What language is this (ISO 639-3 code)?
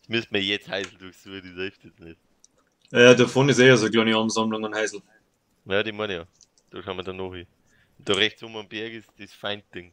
bar